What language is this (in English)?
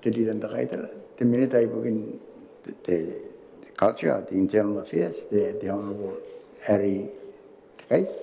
Gilbertese